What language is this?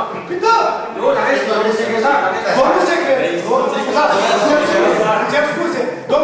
Romanian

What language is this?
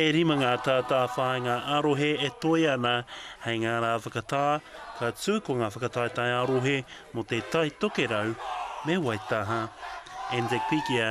Māori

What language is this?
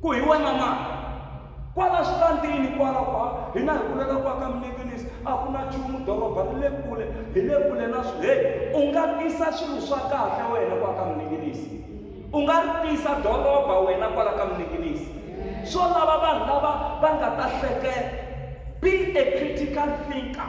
Tsonga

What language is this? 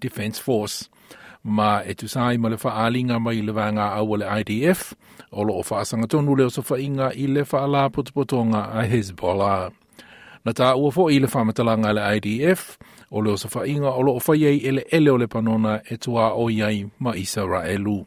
Samoan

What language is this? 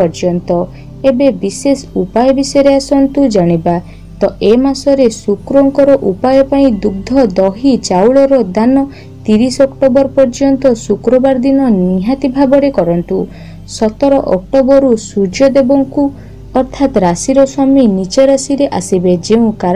Odia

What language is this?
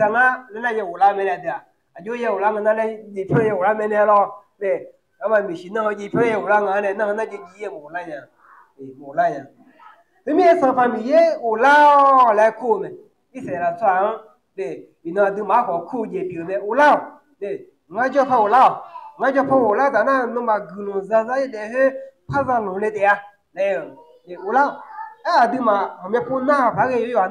Akha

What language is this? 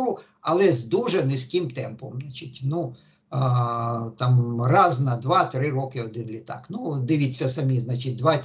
Ukrainian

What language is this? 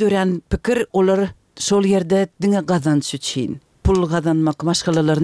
Turkmen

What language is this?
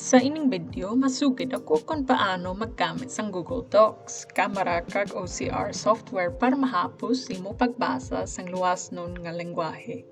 Hiligaynon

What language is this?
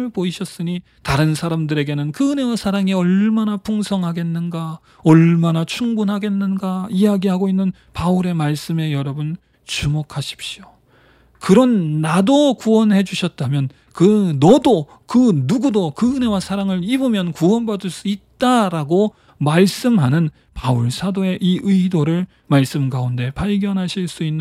Korean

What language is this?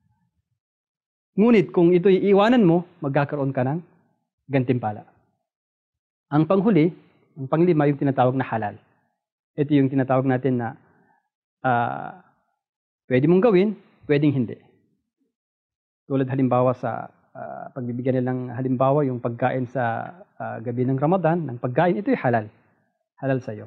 Filipino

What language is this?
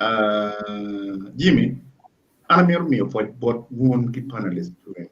Acoli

